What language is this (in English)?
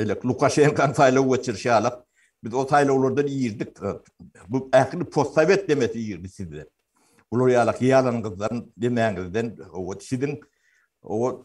Turkmen